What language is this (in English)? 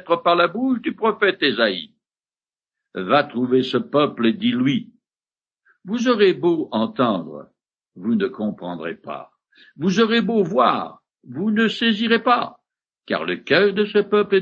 French